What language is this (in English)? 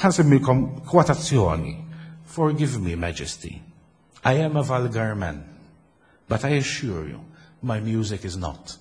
Maltese